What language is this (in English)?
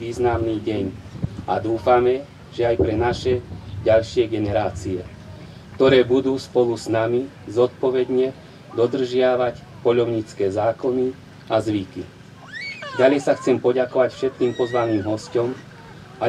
Slovak